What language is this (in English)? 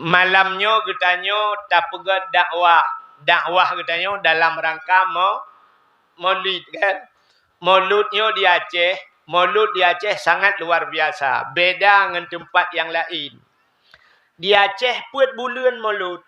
Achinese